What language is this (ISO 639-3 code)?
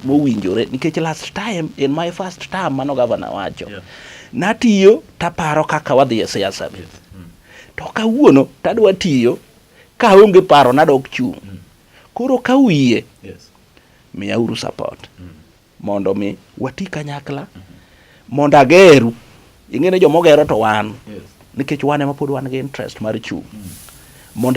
luo